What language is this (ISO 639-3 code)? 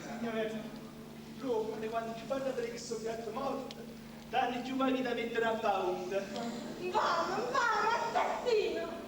nap